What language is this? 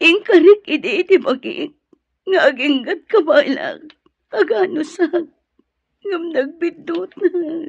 Iloko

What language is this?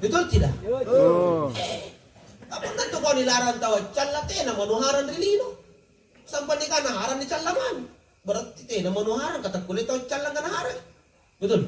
Makasar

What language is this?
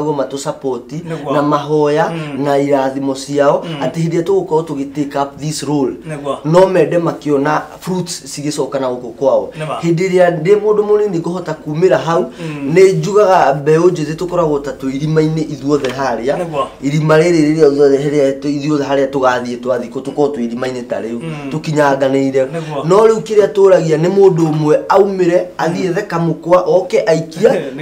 Kikuyu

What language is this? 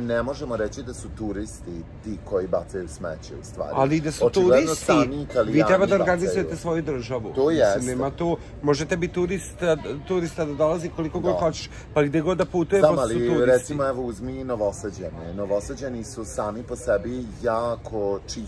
Serbian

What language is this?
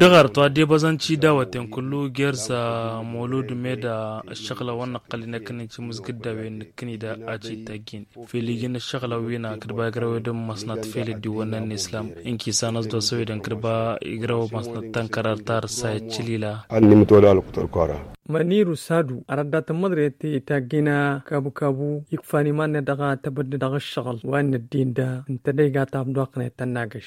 Tamasheq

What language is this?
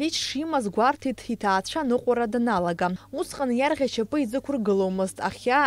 Abkhazian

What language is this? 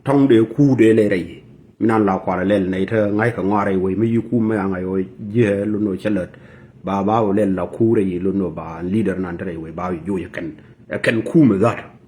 Nuer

